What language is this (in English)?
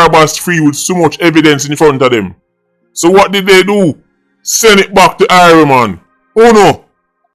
Jamaican Creole English